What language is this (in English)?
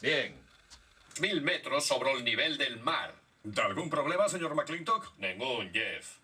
Asturian